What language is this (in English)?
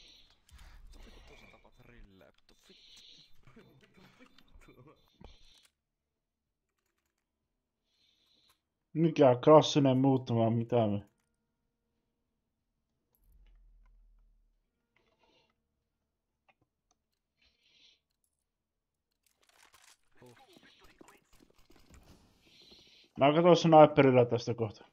Finnish